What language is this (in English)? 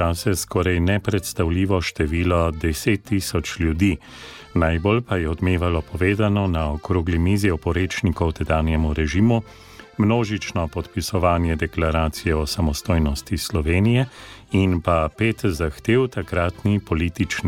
Slovenian